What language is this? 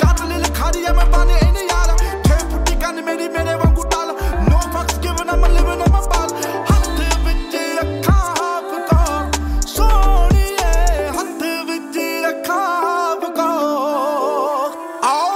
Punjabi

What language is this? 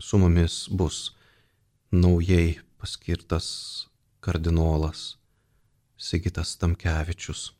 Lithuanian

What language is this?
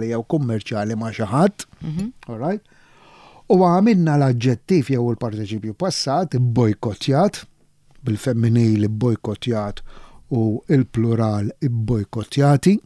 Maltese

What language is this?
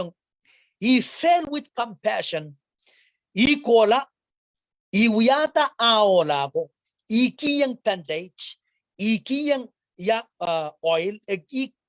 Pohnpeian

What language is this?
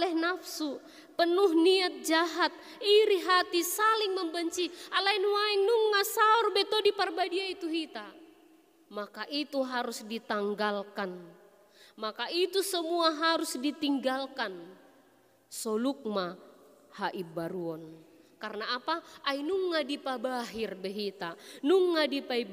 Batak Toba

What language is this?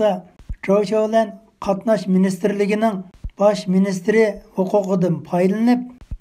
Uyghur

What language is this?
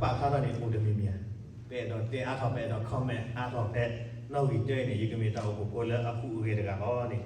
S'gaw Karen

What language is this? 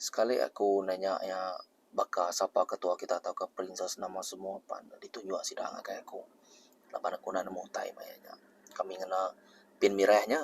Iban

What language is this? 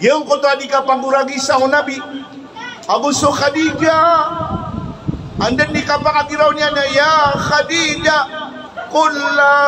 Maranao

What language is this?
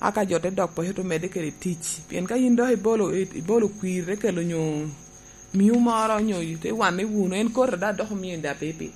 Lango (Uganda)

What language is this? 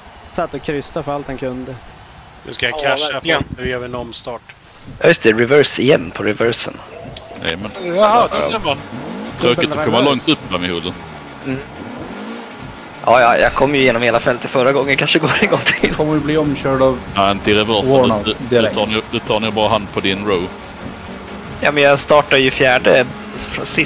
Swedish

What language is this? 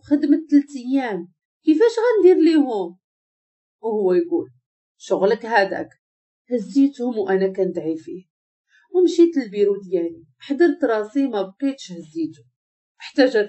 Moroccan Arabic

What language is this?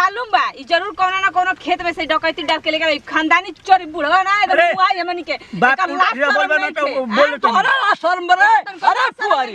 Bhojpuri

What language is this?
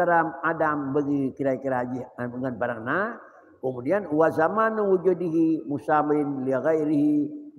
Achinese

